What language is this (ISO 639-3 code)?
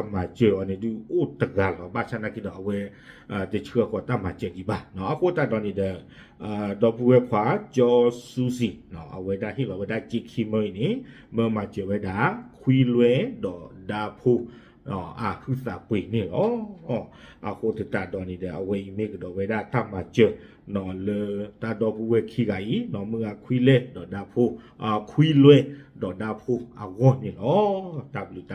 ksw